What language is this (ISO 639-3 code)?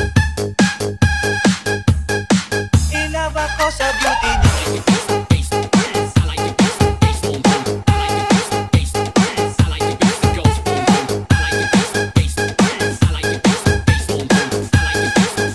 fil